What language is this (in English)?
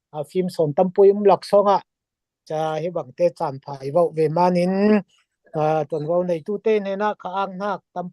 Falam Chin